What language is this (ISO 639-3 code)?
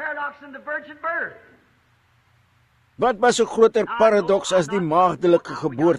afr